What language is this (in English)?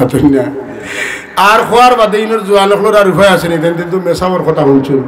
Sylheti